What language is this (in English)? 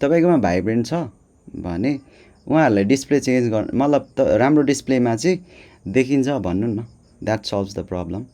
Nepali